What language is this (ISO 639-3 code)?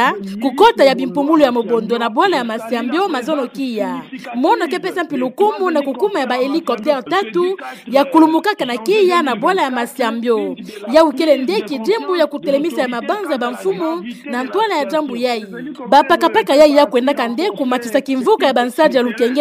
ktu